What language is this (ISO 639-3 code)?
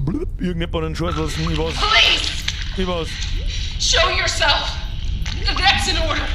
bar